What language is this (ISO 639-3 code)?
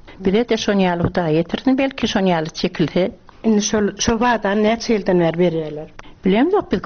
tuk